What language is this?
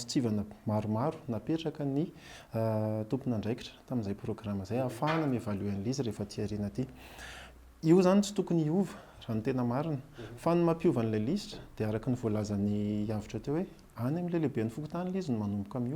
Malagasy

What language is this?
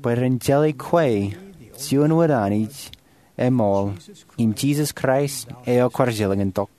Marshallese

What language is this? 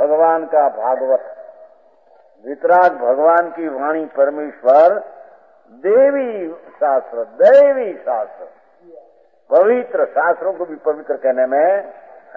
Hindi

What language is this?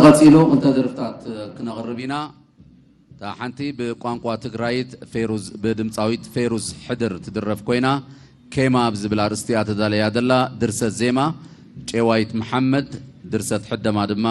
Tigrinya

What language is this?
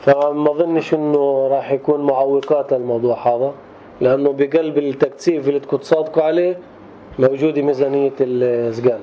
North Levantine Arabic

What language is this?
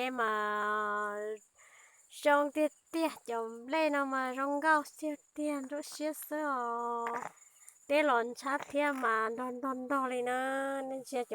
Hmong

